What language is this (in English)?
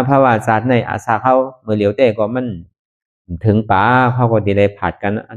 Shan